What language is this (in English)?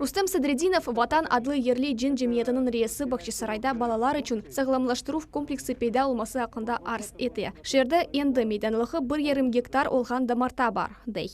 Crimean Tatar